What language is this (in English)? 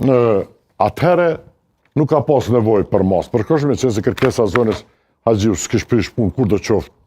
Albanian